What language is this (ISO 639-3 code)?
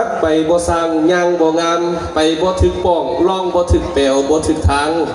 lao